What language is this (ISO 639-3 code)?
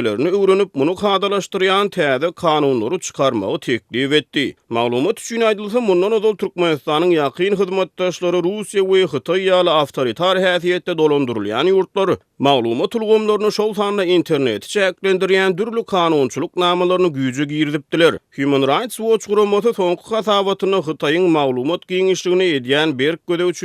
tuk